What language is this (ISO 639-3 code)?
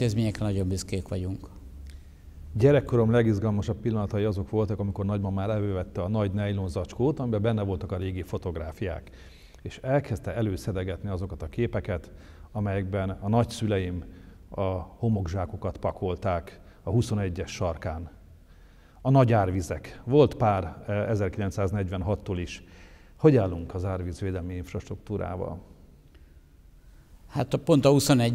hun